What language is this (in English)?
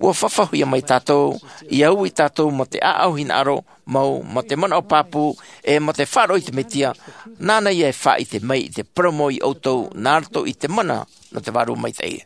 Tahitian